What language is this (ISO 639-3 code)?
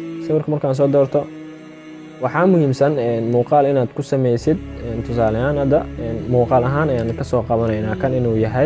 som